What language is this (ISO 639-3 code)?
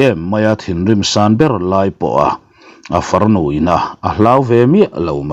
lus